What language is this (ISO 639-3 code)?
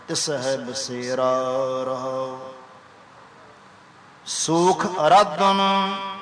pan